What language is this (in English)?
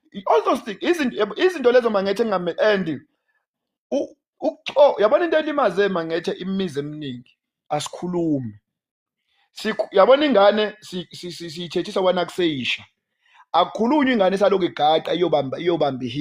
Zulu